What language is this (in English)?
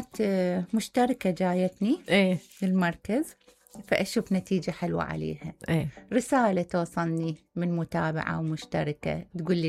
Mesopotamian Arabic